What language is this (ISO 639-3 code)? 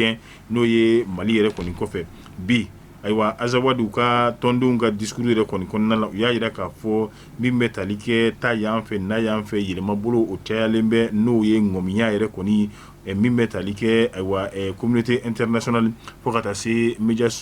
bam